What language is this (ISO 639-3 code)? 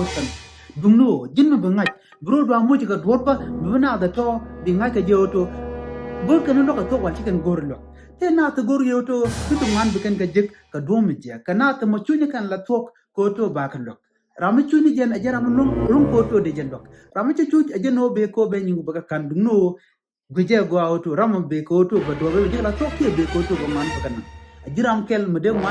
nus